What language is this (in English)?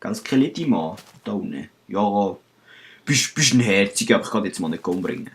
Swiss German